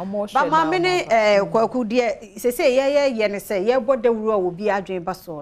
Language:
Akan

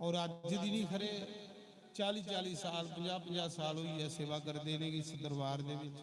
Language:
Dogri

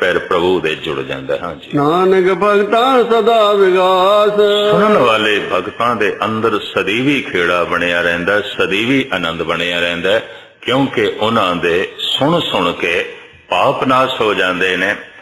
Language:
Punjabi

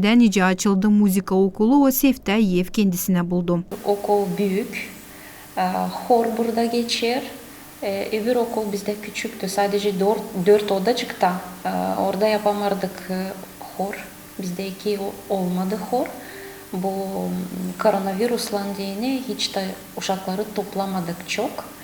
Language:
Gagauz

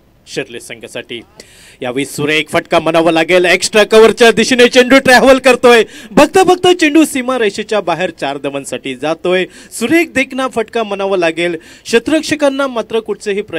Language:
Marathi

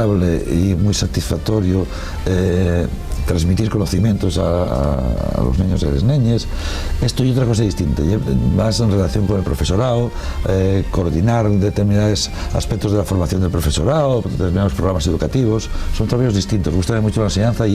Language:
Asturian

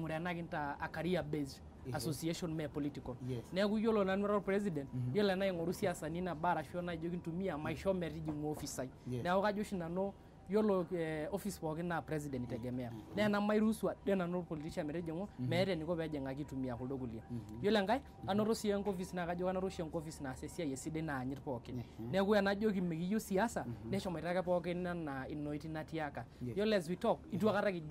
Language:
Masai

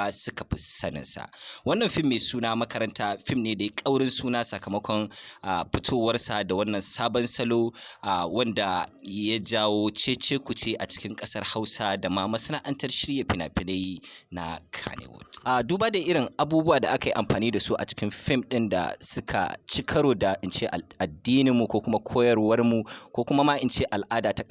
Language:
Hausa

